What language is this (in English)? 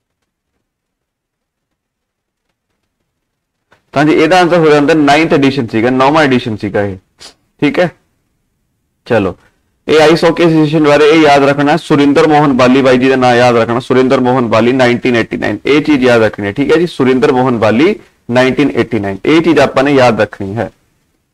Punjabi